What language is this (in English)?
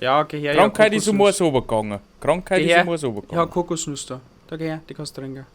Bavarian